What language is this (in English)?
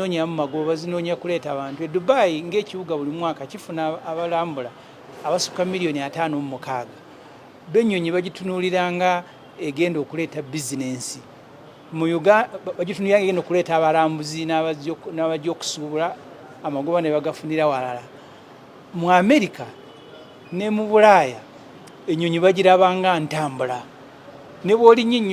Ganda